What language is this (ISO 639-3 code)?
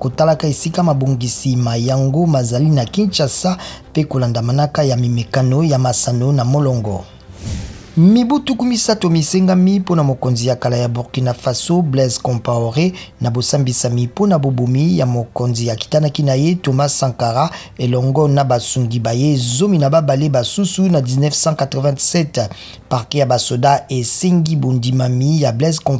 lin